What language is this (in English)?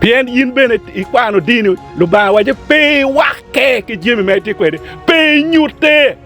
Acoli